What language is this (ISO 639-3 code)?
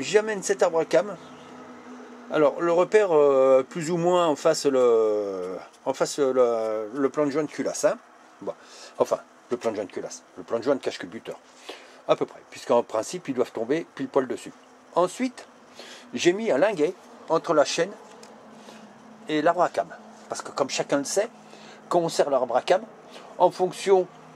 fra